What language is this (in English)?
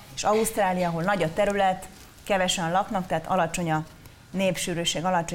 Hungarian